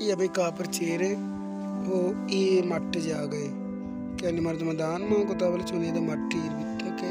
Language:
Baluchi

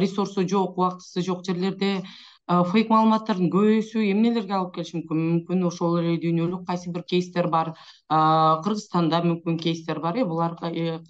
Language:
Kyrgyz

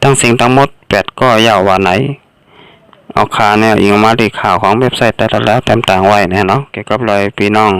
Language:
Shan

